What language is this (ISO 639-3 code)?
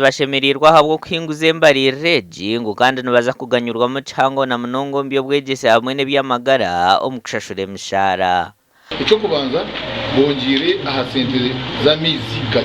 nyn